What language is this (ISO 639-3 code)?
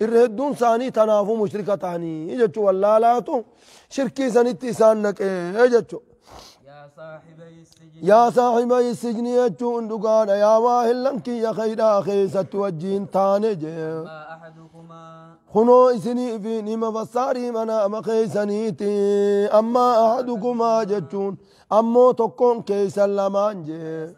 orm